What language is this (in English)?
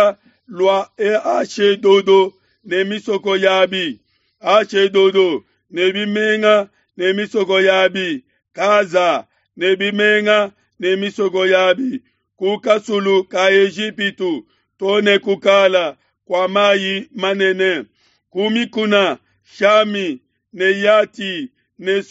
Luba-Lulua